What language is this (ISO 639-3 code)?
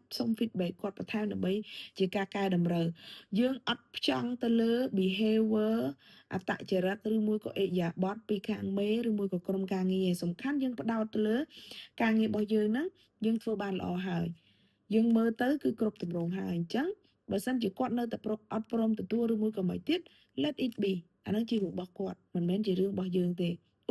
khm